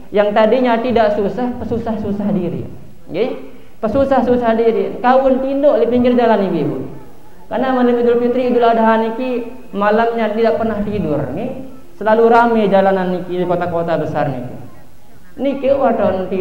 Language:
Indonesian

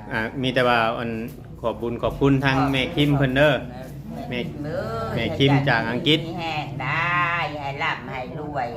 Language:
Northeastern Thai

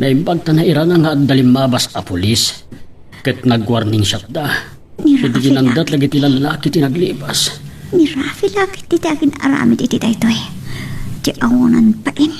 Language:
Iloko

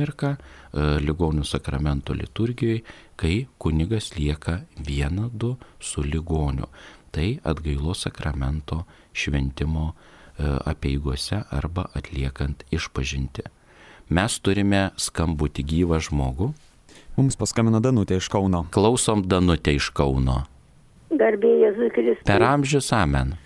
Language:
Lithuanian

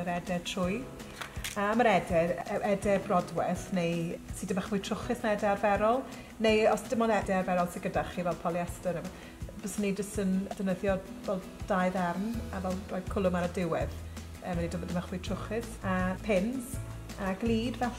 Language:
Welsh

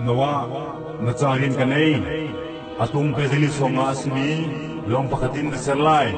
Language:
Hakha Chin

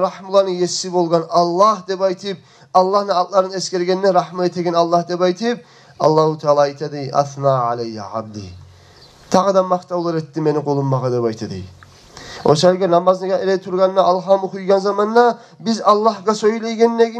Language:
Kumyk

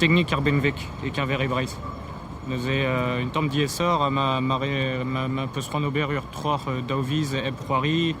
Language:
Breton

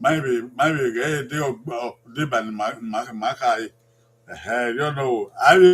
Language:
Bini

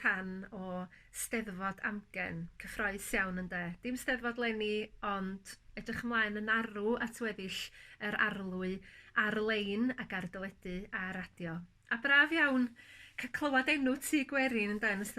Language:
Welsh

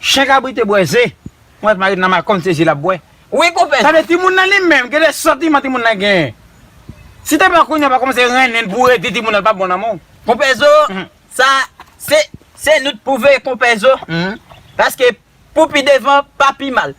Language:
Haitian Creole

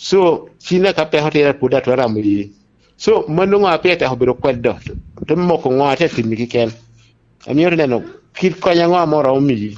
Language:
Lango (Uganda)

